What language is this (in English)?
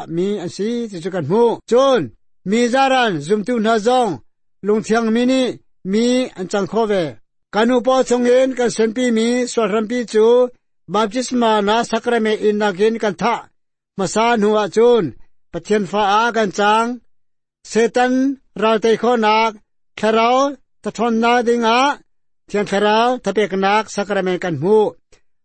Hakha Chin